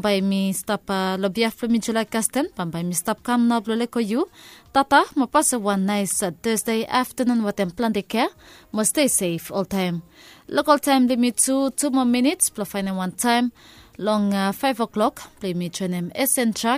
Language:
Bislama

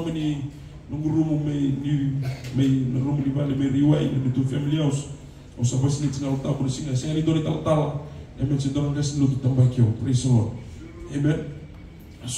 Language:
Fijian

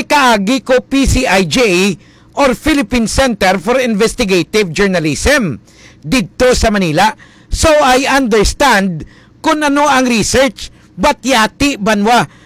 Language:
Hiligaynon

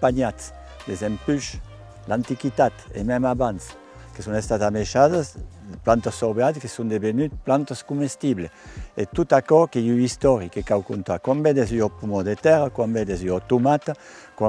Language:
Occitan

